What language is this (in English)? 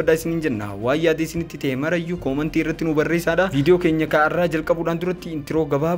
Oromo